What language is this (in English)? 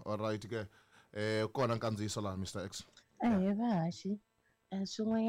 Tsonga